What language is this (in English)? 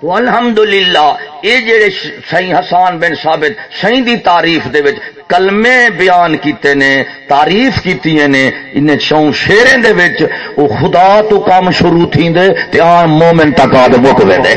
Saraiki